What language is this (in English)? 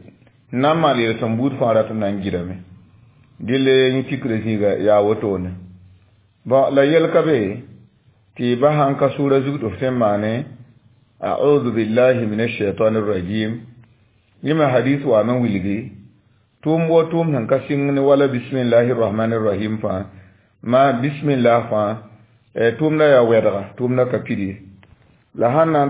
Mossi